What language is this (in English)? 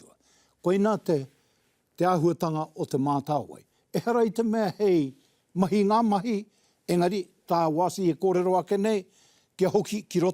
Māori